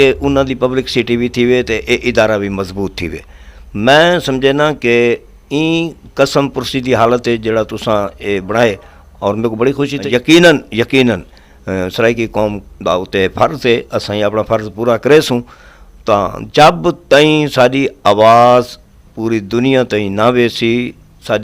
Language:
Saraiki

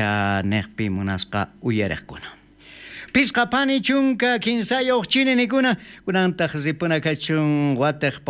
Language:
South Bolivian Quechua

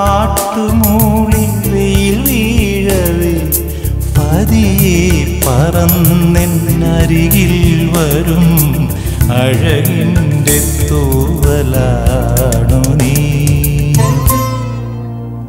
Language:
Malayalam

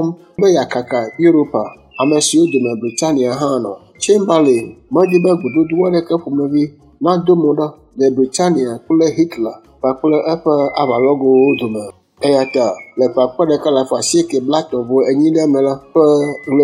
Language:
Ewe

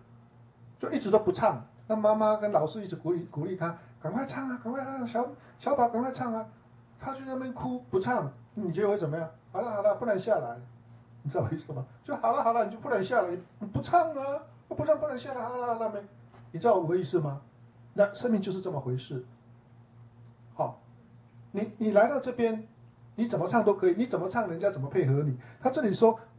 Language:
Chinese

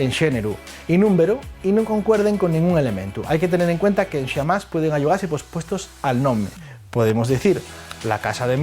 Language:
Asturian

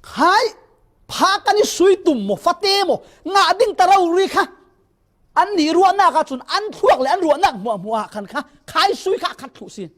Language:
Falam Chin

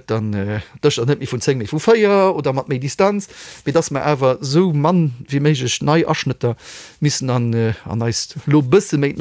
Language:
Luxembourgish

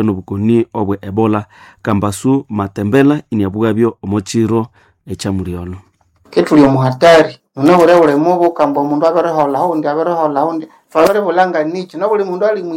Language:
Nande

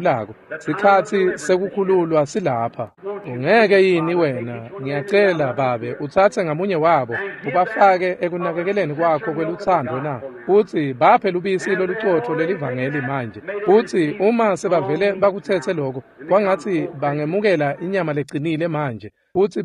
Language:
Swati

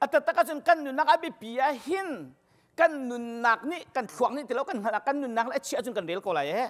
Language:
Hakha Chin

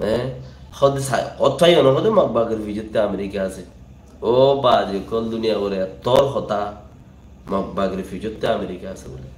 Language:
Rohingya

